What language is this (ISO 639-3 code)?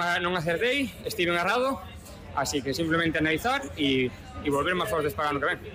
glg